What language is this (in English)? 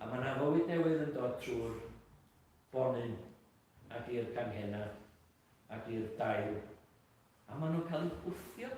Welsh